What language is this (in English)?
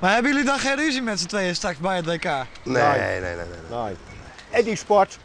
Western Frisian